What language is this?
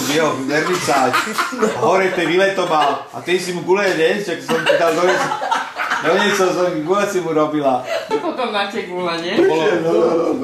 Slovak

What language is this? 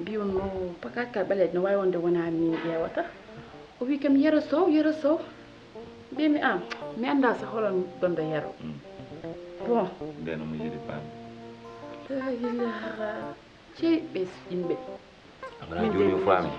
Fula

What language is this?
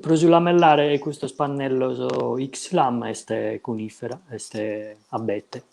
Sardinian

